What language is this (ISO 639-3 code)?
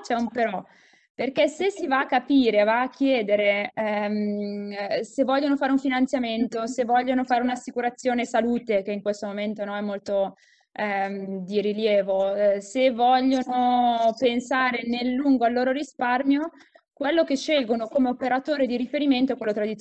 ita